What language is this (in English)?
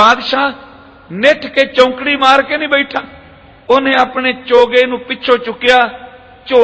Punjabi